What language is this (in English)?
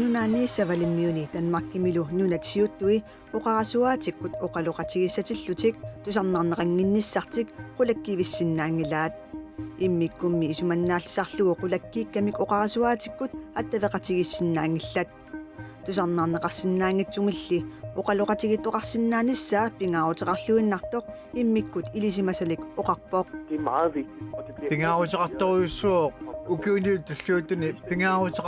Kalaallisut